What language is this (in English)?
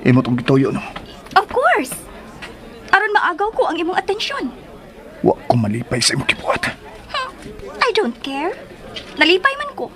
Cebuano